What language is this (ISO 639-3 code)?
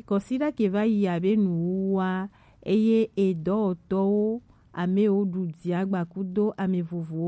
gej